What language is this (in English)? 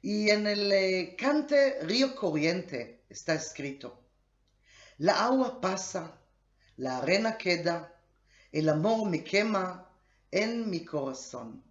Ladino